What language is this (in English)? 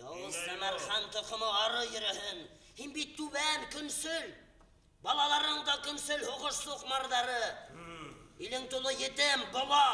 Bashkir